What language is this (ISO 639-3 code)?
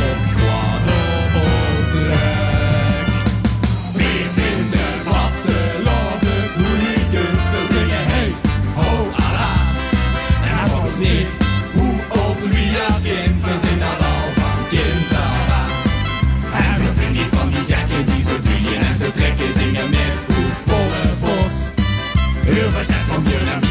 lim